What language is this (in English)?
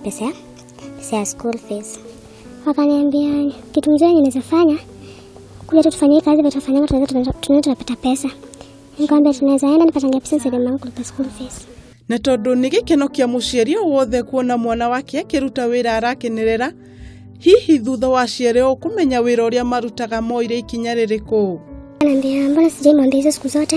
Kikuyu